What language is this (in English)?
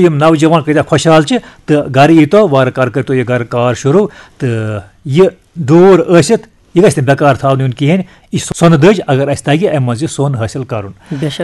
Kashmiri